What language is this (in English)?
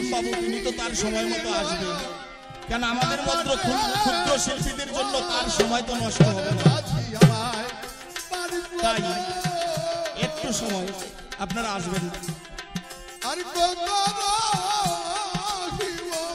Bangla